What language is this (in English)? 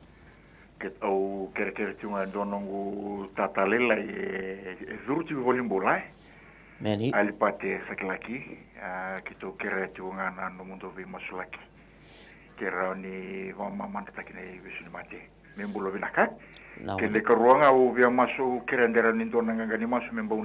Fijian